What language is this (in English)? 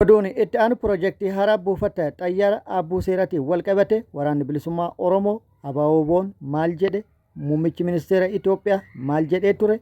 Oromo